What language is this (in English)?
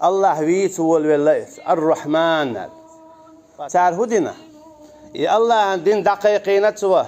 Chechen